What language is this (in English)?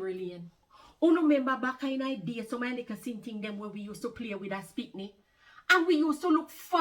Jamaican Creole English